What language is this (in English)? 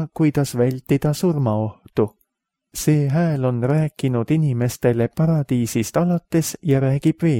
Estonian